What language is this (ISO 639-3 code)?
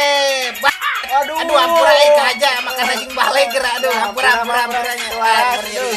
sun